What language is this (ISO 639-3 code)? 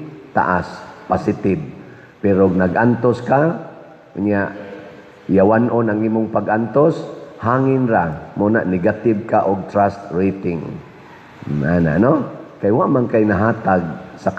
ceb